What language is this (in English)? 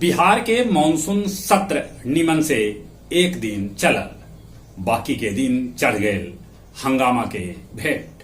Magahi